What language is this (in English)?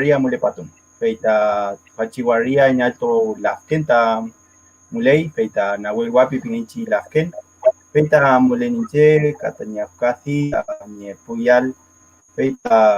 Mapuche